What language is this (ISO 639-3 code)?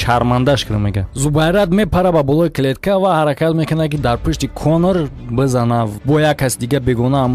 tgk